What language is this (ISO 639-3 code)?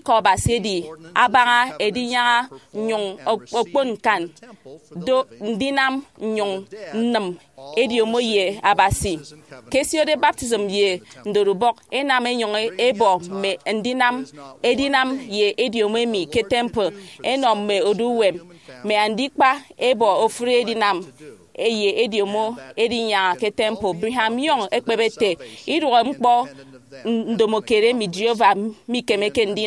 efi